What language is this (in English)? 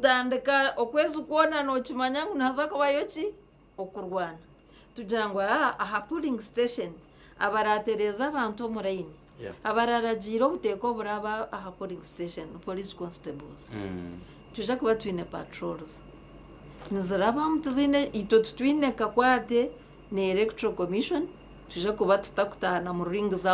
Nyankole